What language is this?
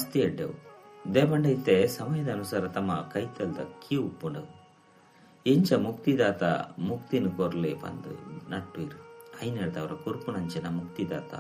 Tulu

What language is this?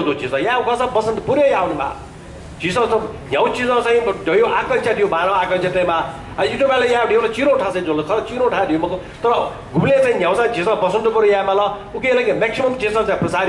Newari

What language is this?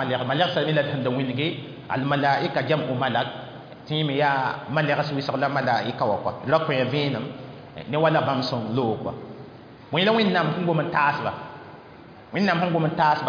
Mossi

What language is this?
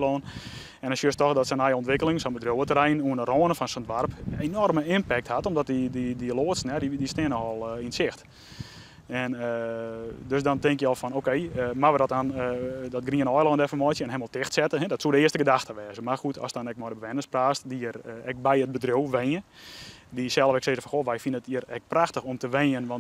Western Frisian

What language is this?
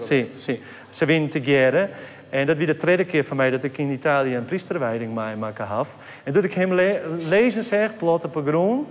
Western Frisian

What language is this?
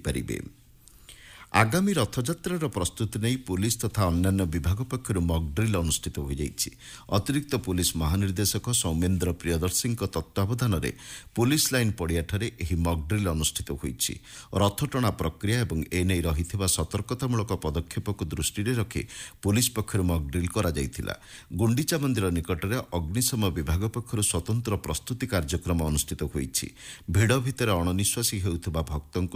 Odia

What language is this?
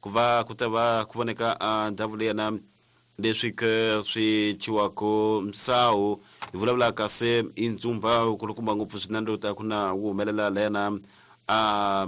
Tsonga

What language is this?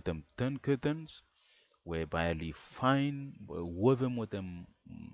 Bislama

